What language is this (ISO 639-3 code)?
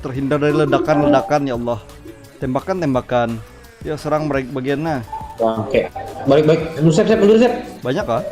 bjn